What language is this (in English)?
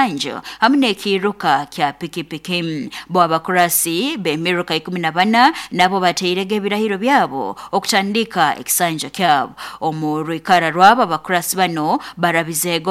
Nyoro